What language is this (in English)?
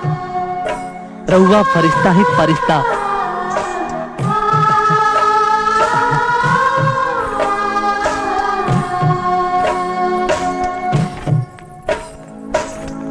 Bhojpuri